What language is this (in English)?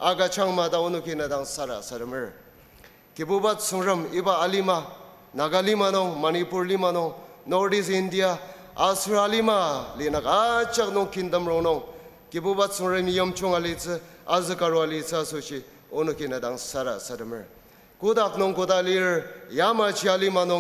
Ao Naga